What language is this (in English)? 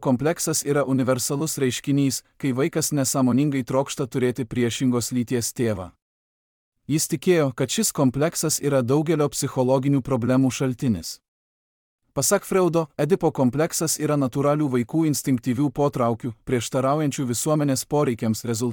Lithuanian